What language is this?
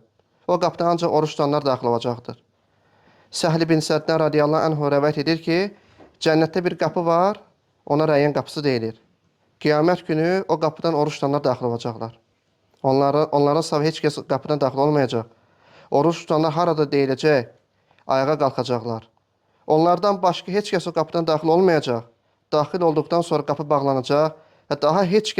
Azerbaijani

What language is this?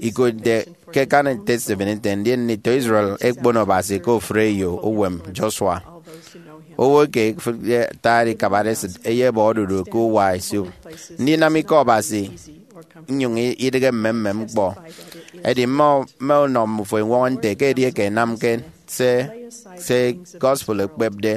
Efik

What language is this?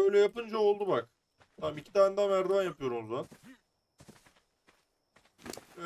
Turkish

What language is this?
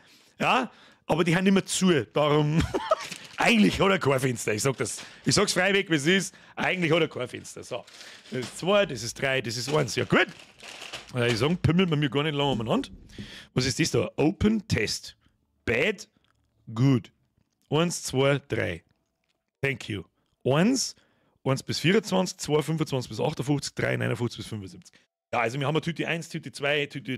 Bavarian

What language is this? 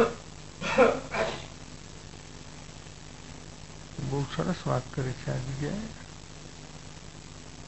Gujarati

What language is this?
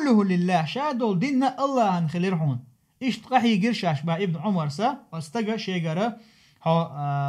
Chechen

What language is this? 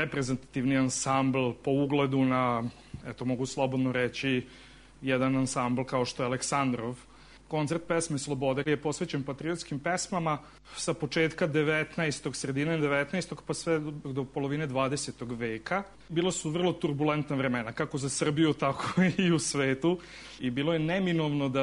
Serbian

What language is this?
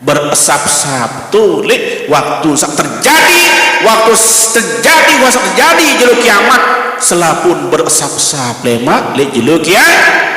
Sasak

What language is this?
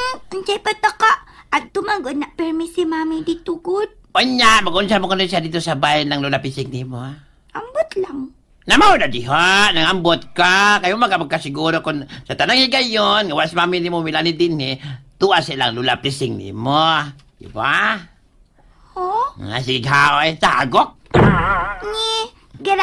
Cebuano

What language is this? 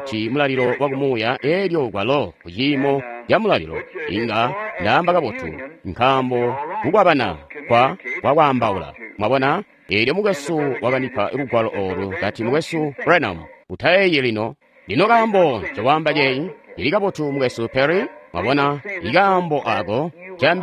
Tonga (Zambia)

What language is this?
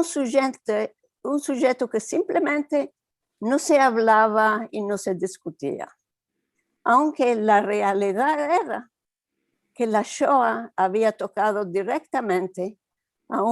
Ladino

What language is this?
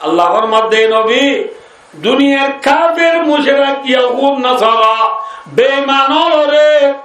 Rohingya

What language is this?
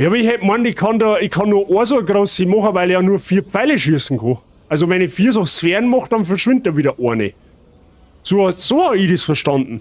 Bavarian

